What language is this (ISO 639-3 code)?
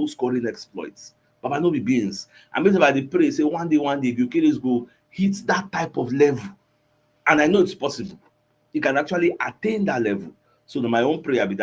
pcm